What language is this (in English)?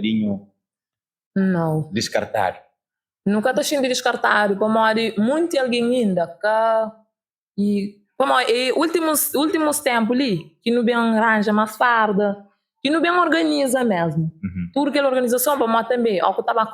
Kabuverdianu